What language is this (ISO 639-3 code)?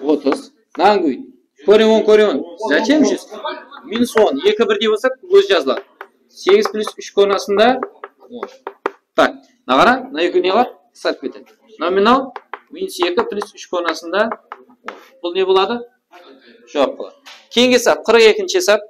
kaa